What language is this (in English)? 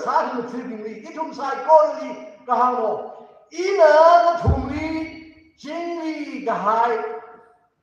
Tangkhul Naga (India)